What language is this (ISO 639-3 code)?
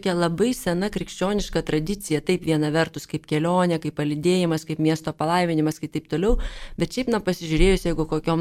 lit